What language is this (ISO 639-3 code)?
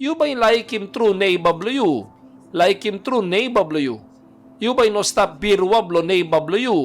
tpi